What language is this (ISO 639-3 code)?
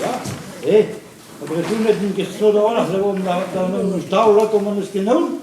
bre